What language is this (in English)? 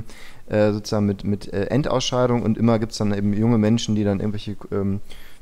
German